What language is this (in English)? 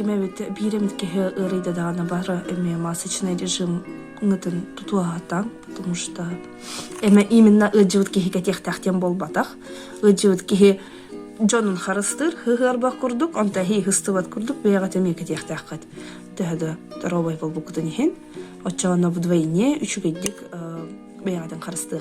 Yakut